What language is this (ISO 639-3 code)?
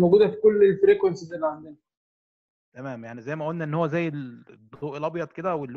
arz